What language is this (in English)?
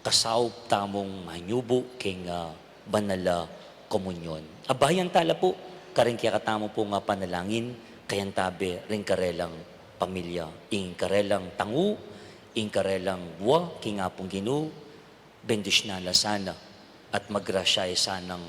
Pampanga